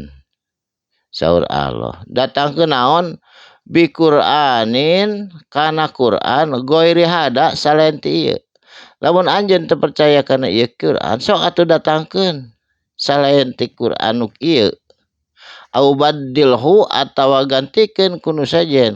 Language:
Sundanese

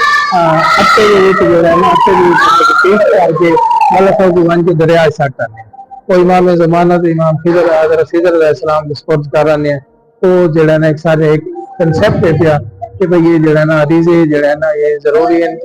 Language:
Saraiki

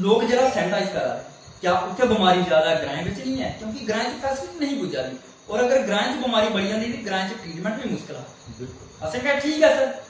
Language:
Dogri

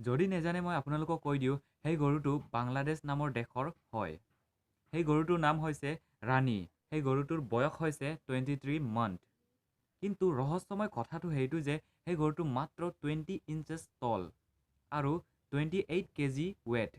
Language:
Assamese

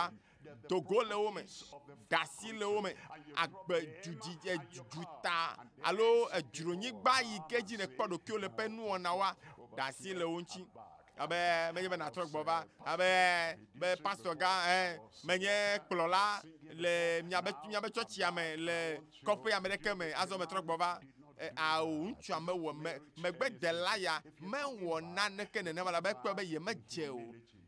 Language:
Ewe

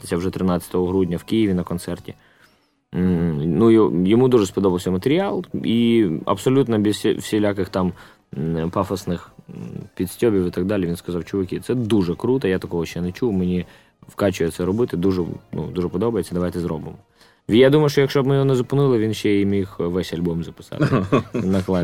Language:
Ukrainian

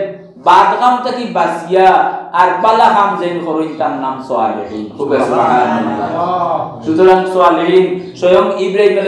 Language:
Sylheti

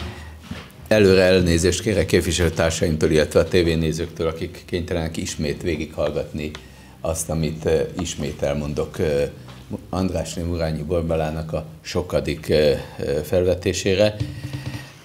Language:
Hungarian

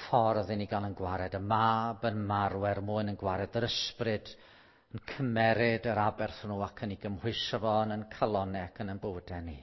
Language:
Welsh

